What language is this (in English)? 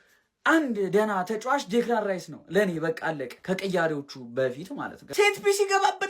Amharic